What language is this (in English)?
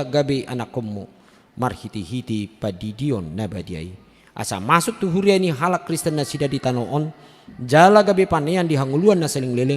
Batak Toba